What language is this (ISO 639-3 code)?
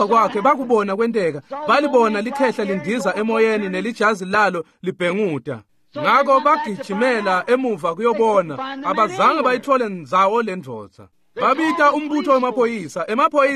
ssw